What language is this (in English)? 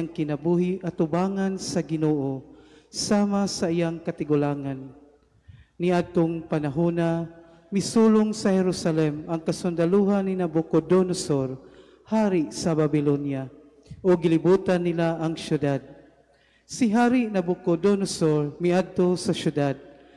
Cebuano